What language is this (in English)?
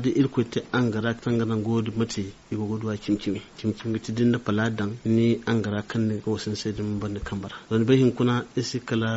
Zarma